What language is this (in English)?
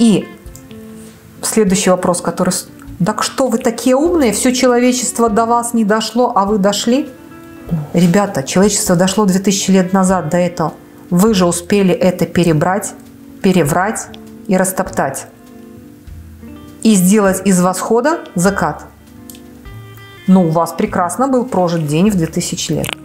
Russian